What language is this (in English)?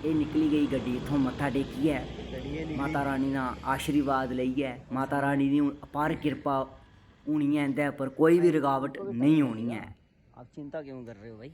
Dogri